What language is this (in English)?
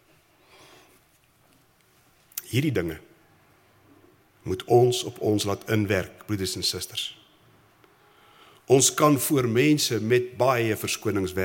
Afrikaans